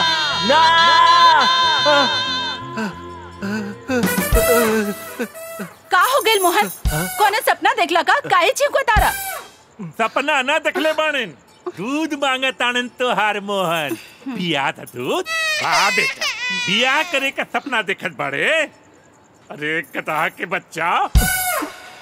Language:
Bhojpuri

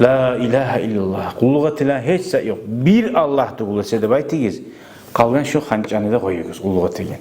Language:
Kumyk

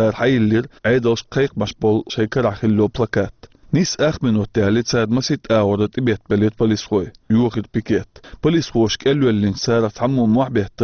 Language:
Chechen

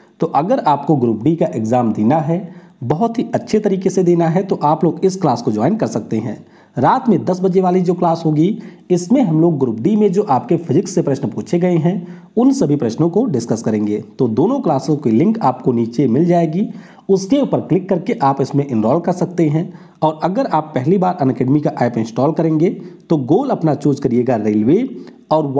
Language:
Hindi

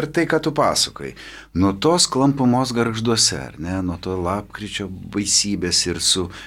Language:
Lithuanian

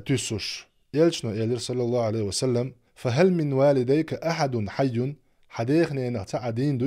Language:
Chechen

